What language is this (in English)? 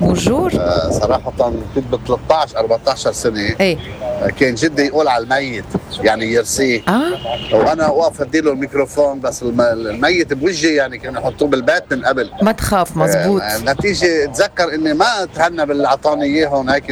North Levantine Arabic